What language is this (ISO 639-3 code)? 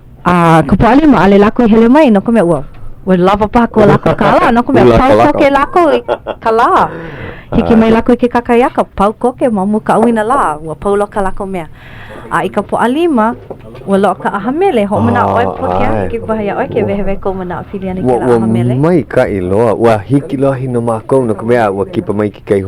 haw